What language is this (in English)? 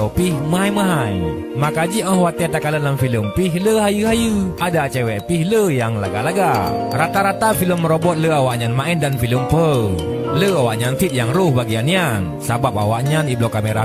Achinese